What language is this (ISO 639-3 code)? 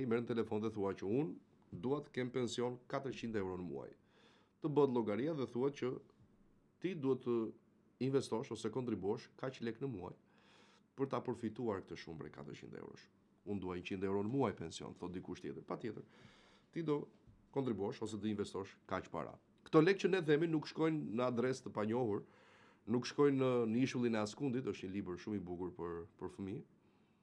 sqi